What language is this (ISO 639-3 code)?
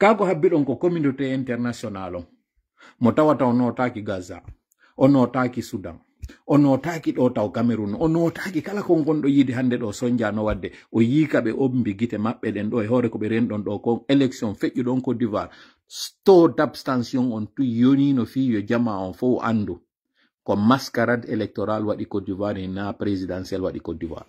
fuf